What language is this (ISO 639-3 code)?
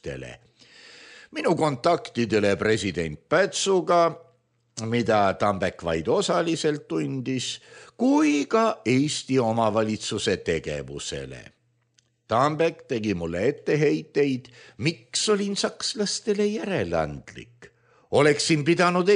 est